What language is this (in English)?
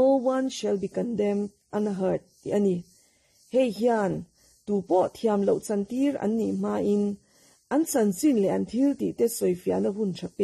Mizo